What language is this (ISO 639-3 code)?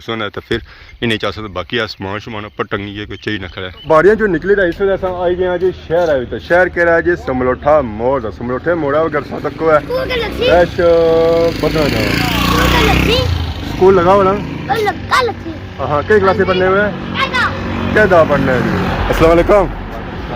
phr